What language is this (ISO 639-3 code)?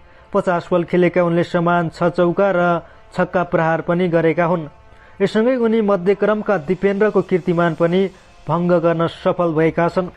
nep